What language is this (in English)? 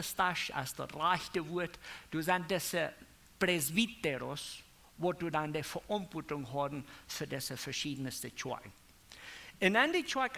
Plautdietsch